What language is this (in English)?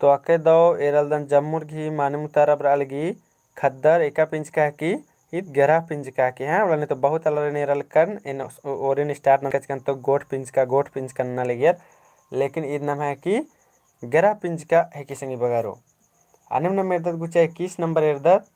Kurukh